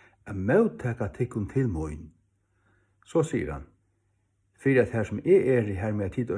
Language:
Faroese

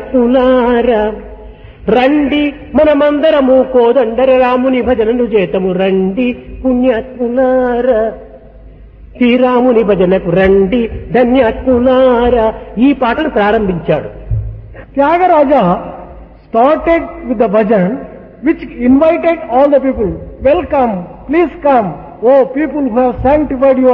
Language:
Telugu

